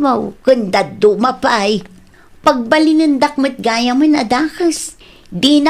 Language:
Iloko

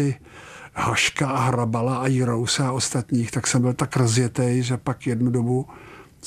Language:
Czech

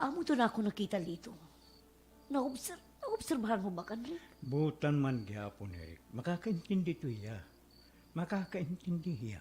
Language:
Waray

